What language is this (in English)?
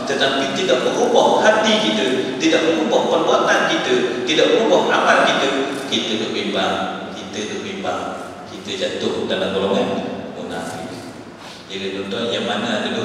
Malay